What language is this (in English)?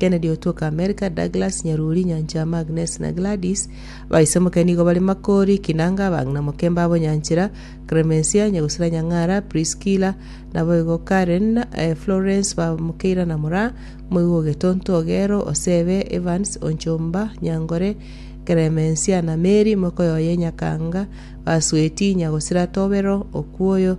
Gusii